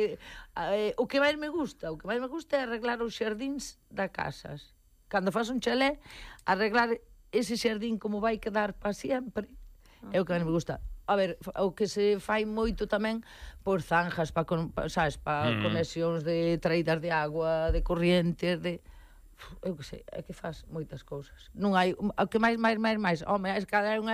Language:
Galician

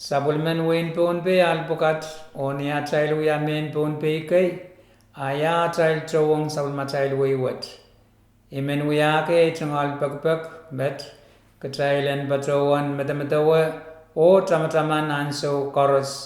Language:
Pohnpeian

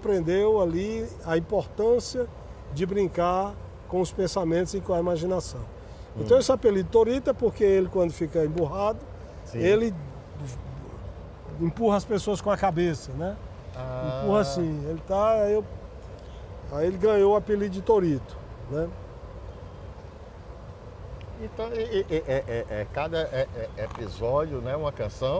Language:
Portuguese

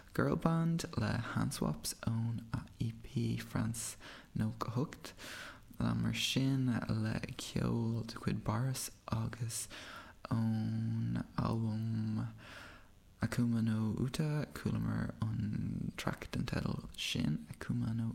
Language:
Irish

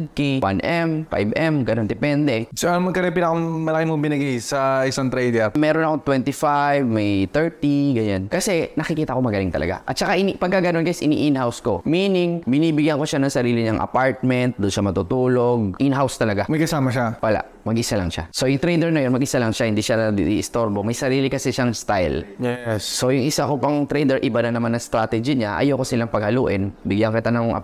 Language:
Filipino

